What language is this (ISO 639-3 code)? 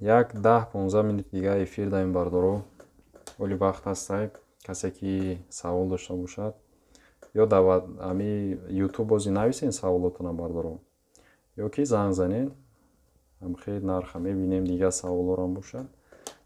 tgk